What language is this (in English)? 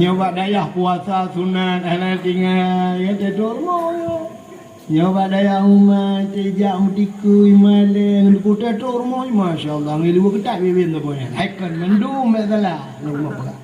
Achinese